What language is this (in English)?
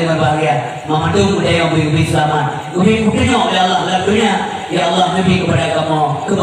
Achinese